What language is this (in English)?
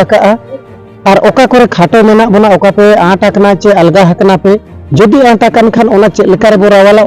Santali